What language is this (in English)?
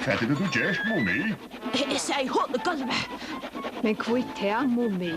Faroese